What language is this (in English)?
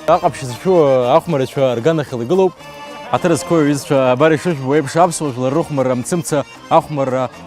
Abkhazian